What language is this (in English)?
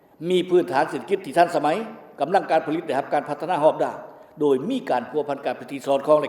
Lao